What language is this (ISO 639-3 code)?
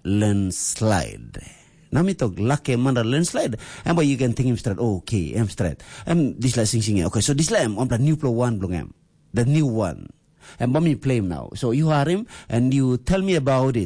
tpi